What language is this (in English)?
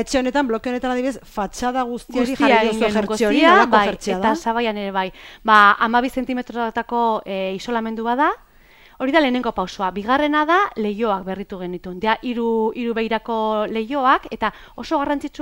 Basque